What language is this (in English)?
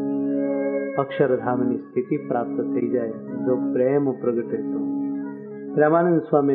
Gujarati